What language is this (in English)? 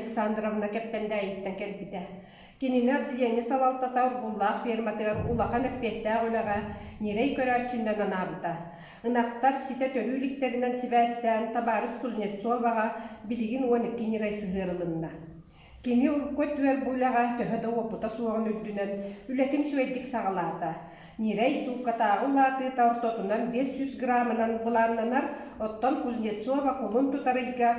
Yakut